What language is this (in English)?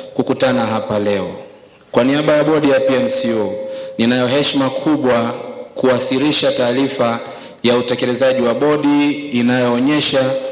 Swahili